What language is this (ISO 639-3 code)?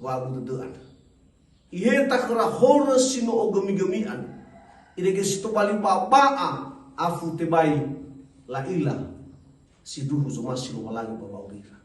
nia